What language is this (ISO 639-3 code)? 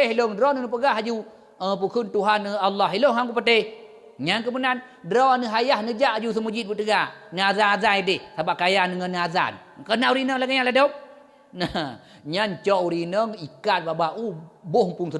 ace